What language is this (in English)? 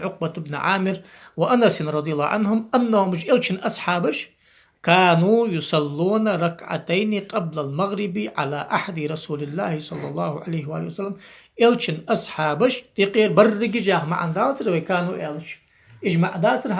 Ingush